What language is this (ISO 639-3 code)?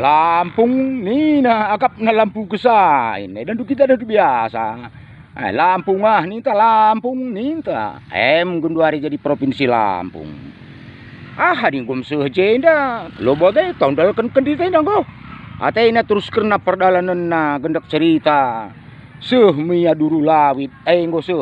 btx